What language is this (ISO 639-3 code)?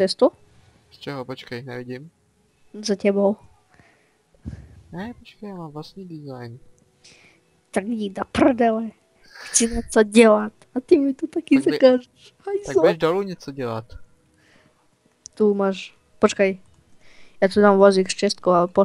ces